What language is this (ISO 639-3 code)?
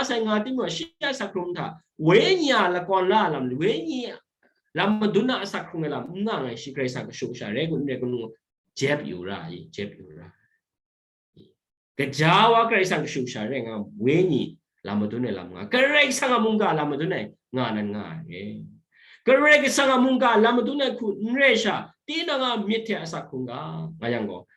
kac